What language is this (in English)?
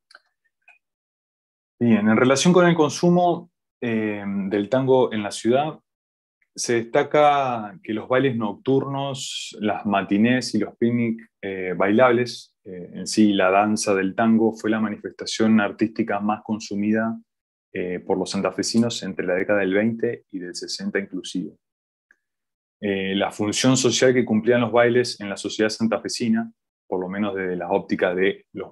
Spanish